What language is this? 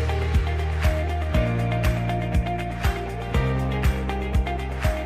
Lao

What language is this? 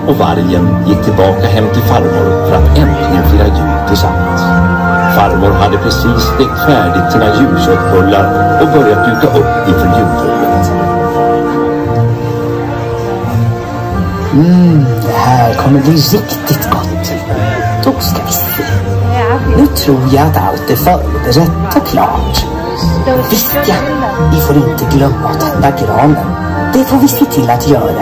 Swedish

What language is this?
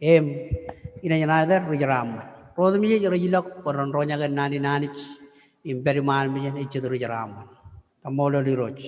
Marshallese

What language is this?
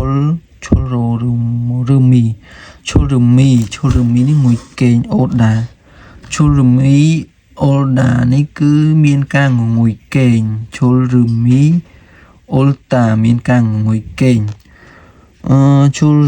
Khmer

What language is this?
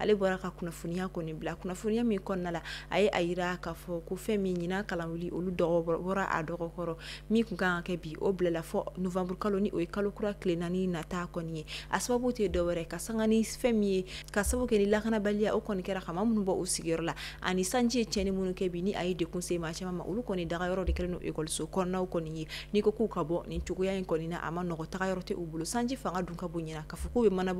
Bambara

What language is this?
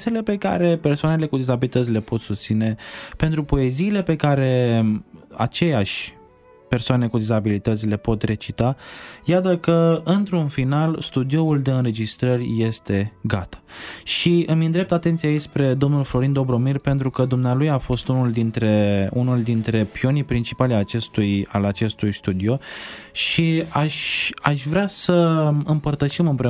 Romanian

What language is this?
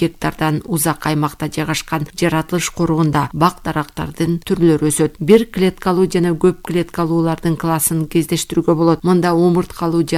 Kyrgyz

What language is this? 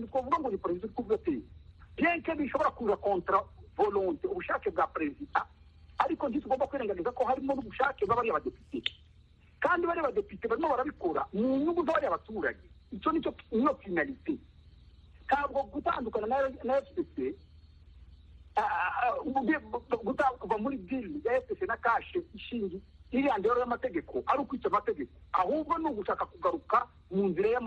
Kinyarwanda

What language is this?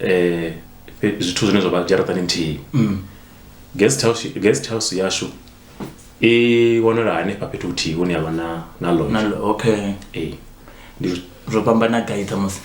Venda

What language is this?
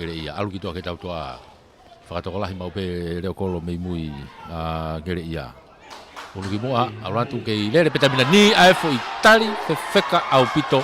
Tongan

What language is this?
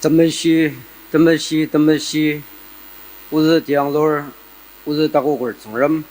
Ao Naga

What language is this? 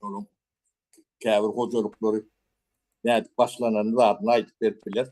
Turkmen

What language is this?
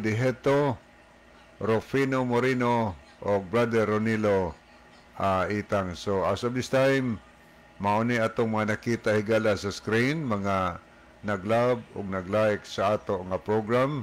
Cebuano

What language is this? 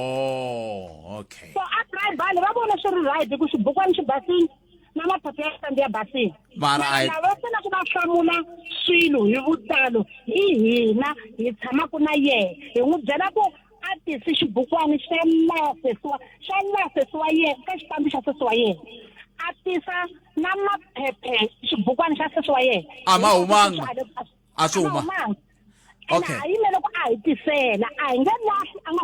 Tsonga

